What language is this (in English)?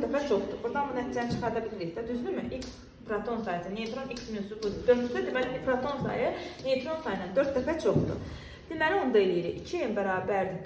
Azerbaijani